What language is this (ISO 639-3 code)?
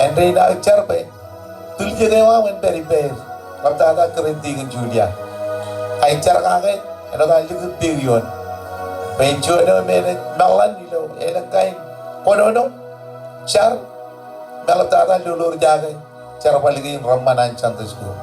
mah